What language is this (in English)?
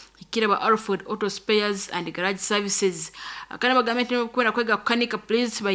Nyoro